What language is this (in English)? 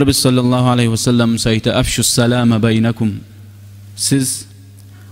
Kumyk